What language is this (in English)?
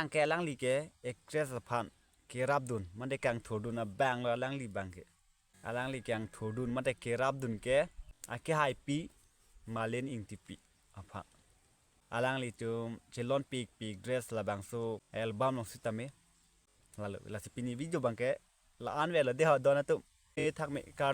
Karbi